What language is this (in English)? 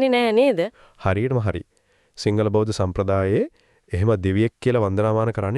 Sinhala